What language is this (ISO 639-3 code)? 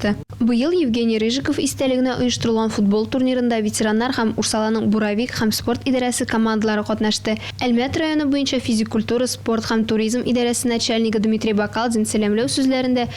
tat